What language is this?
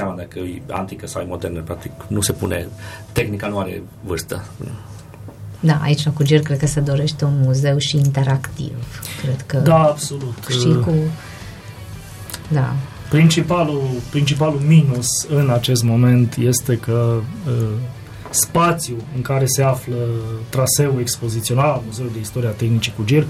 Romanian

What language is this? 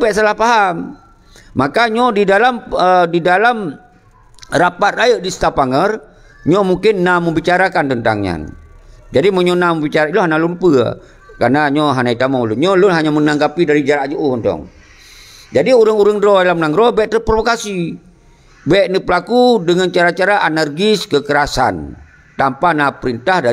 Achinese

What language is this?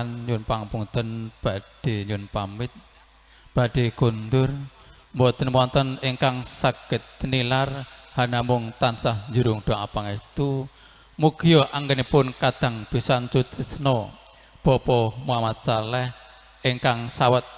Javanese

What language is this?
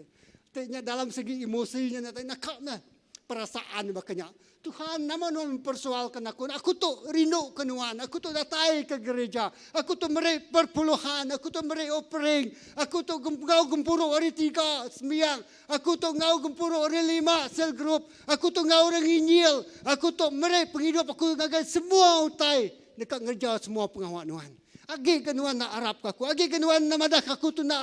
Iban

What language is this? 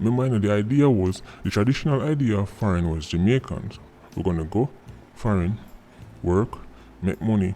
Jamaican Creole English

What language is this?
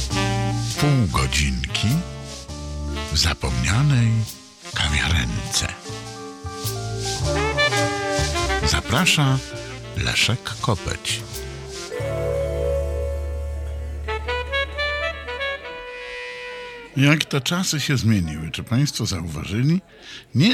Polish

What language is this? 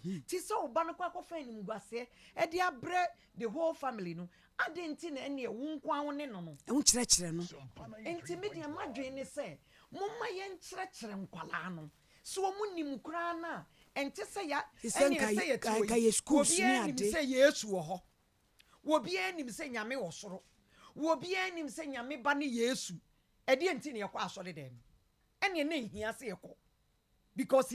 Akan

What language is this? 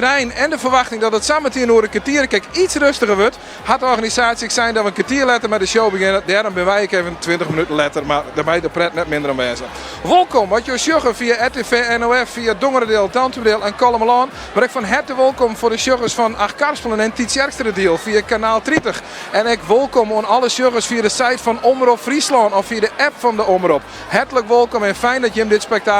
Western Frisian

